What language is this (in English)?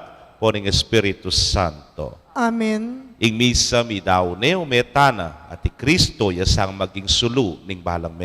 Pampanga